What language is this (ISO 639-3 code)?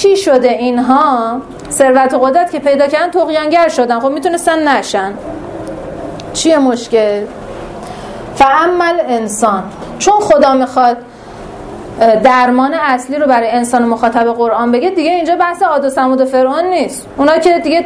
fas